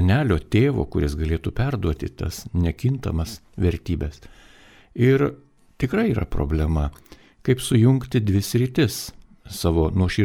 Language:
Lithuanian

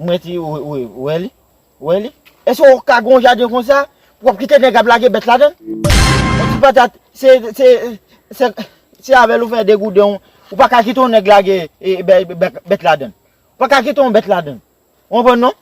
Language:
Haitian Creole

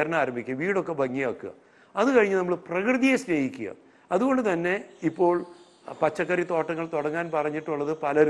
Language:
Malayalam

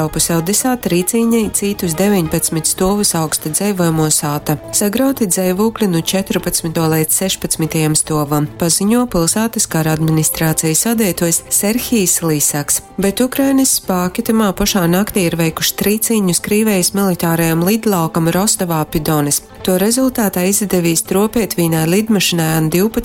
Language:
Latgalian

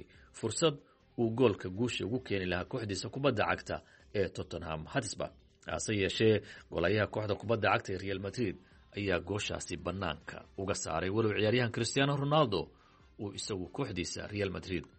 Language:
Somali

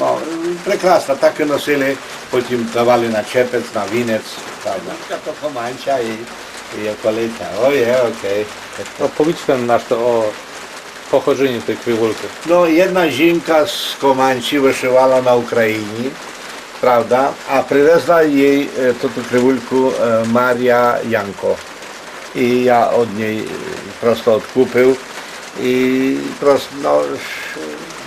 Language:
Rusyn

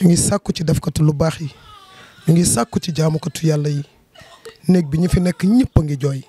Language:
Wolof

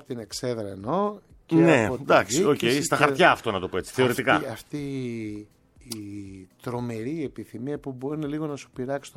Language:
Greek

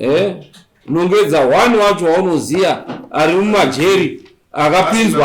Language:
Shona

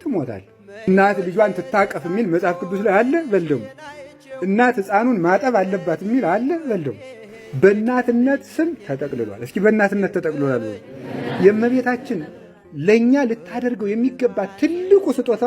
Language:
Amharic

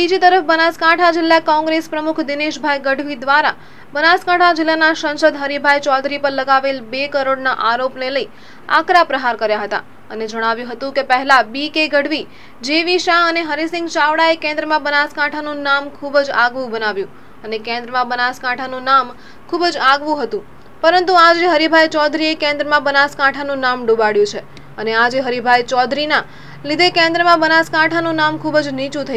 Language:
Gujarati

